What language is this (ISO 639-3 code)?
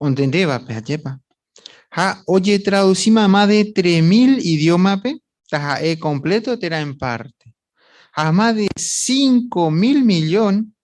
grn